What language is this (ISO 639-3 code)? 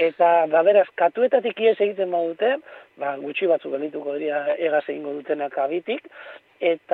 eus